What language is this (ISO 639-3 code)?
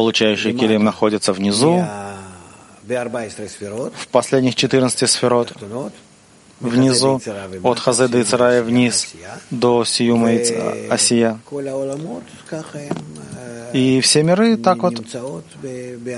rus